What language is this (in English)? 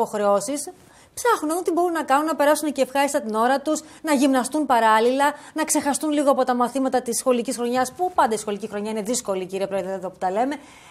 Greek